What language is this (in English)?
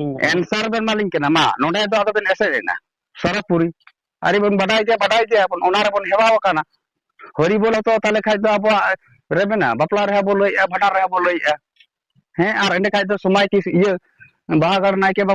Santali